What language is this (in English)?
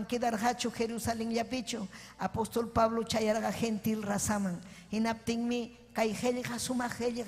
Ayacucho Quechua